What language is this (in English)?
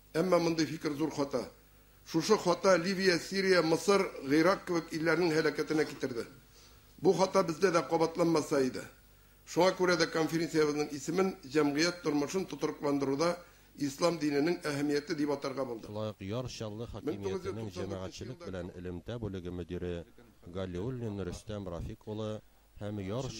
Tatar